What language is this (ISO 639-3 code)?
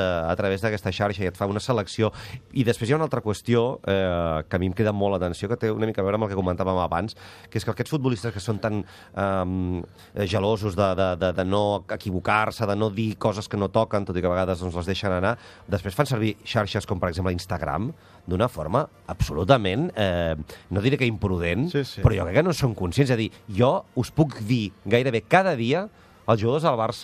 cat